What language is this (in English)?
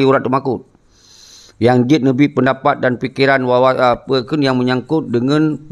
Achinese